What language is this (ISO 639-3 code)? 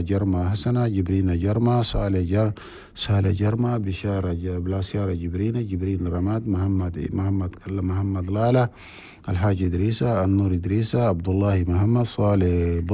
shu